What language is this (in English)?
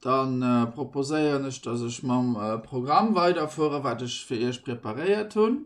Luxembourgish